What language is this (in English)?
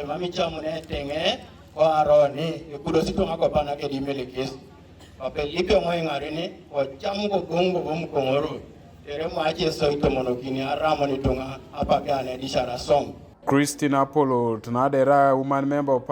Teso